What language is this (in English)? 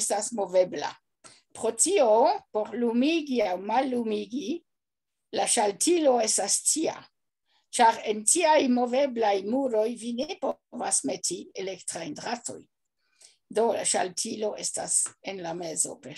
Esperanto